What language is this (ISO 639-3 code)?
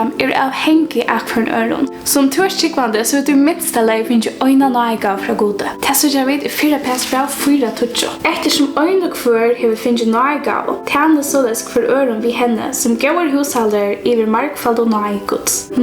fao